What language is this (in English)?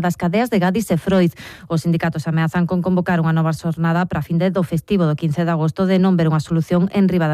Galician